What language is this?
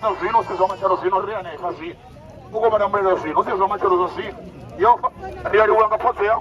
Venda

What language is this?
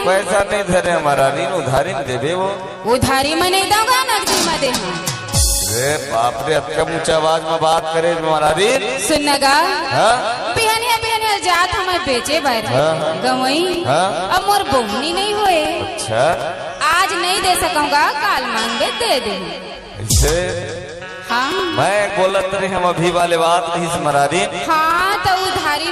Chhattisgarhi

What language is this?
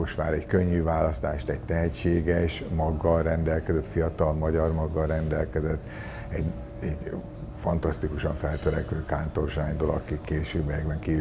Hungarian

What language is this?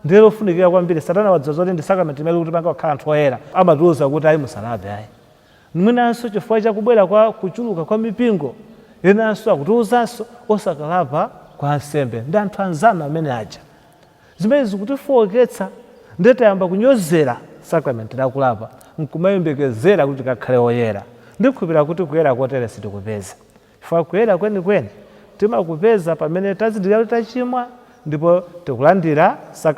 Nyanja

